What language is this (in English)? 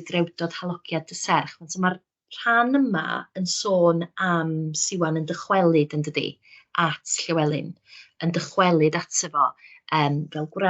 Welsh